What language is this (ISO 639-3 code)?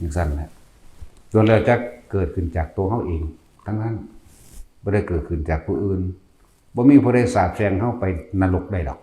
lao